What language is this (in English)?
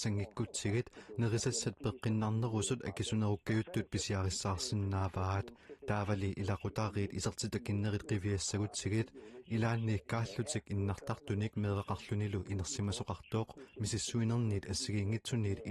Kalaallisut